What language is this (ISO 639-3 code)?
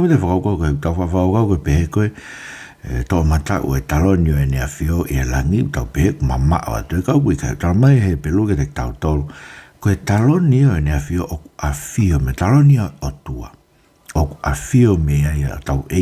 ton